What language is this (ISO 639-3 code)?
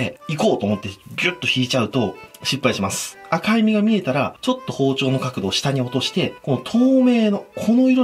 jpn